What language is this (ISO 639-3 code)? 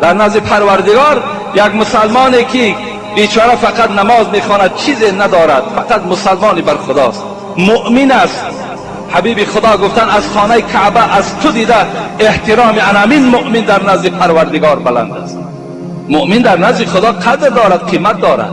tgk